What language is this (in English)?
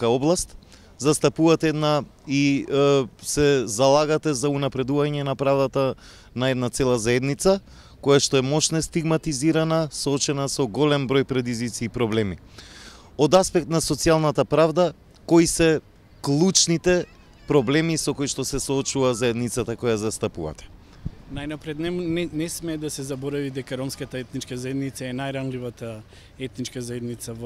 Macedonian